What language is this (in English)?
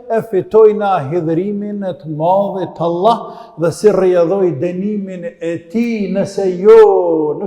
Albanian